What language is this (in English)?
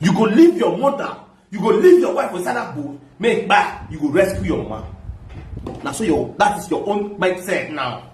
Nigerian Pidgin